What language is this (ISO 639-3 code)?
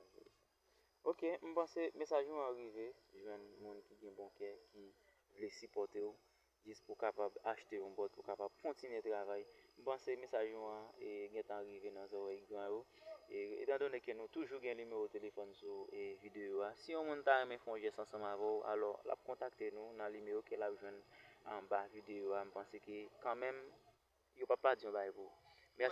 hat